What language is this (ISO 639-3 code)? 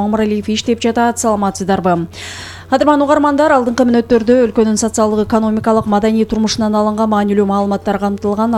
kir